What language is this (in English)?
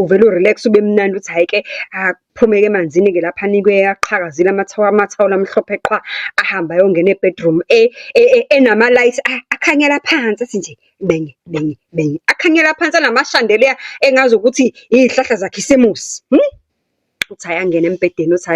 Zulu